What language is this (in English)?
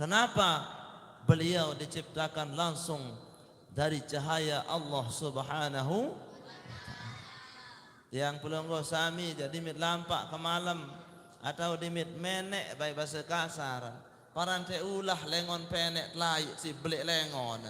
Sasak